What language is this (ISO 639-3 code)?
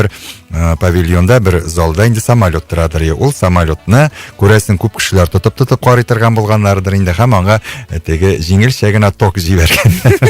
tat